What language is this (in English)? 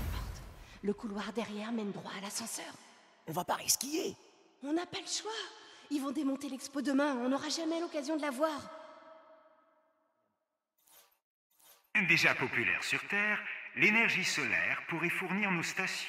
French